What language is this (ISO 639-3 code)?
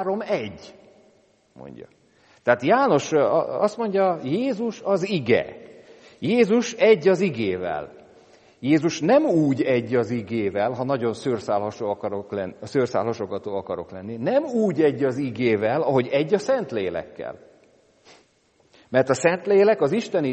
hun